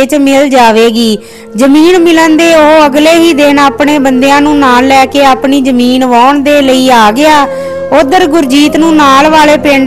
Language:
Punjabi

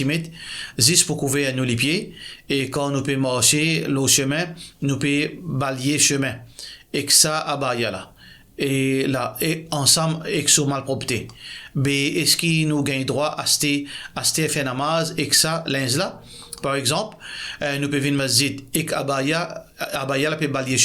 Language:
Morisyen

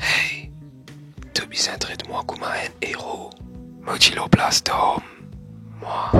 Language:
Morisyen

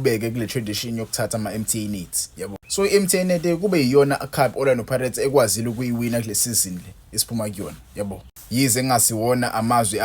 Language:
Zulu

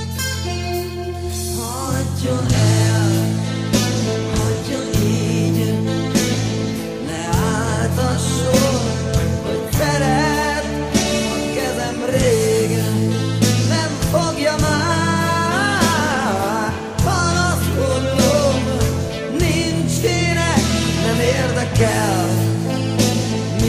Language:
Hungarian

